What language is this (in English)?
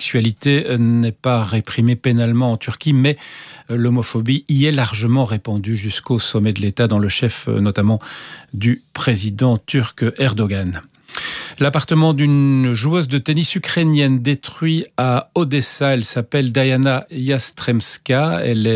French